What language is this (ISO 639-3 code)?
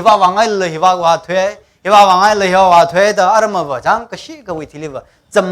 nmf